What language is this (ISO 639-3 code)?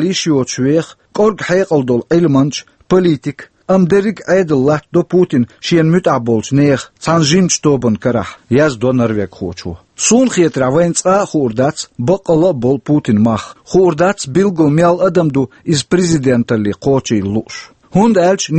che